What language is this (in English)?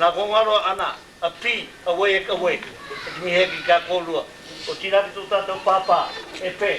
Māori